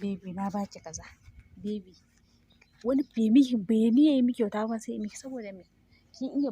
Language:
Hausa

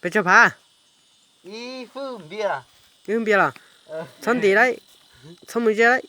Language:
Hmong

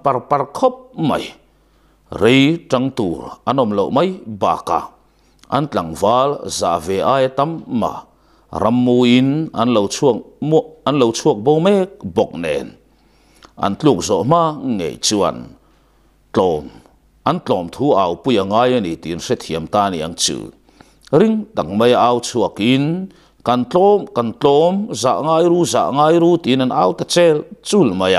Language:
Mizo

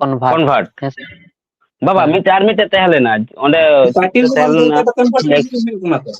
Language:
Santali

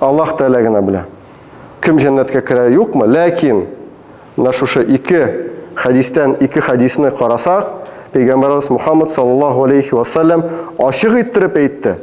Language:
Tatar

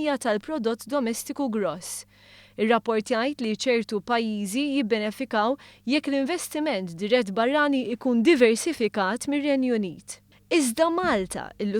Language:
Maltese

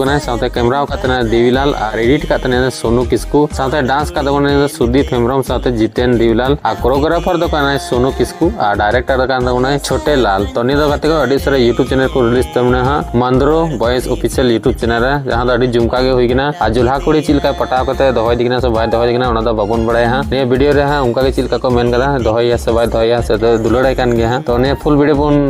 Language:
Santali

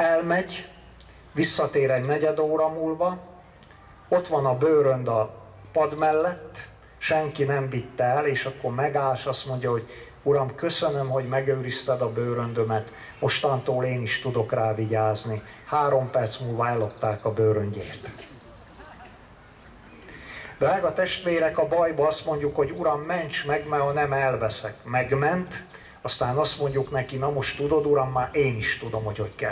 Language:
Hungarian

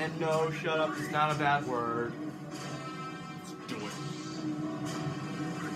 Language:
English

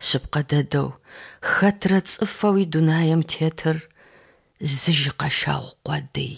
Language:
Adyghe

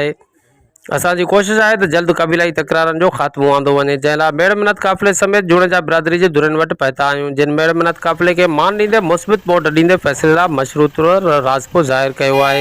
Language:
Sindhi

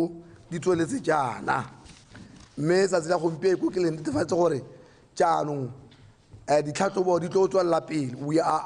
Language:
Tswana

